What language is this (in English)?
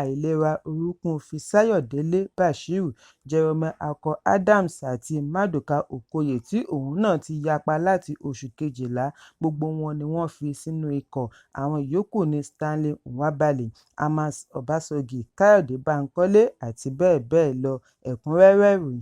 Yoruba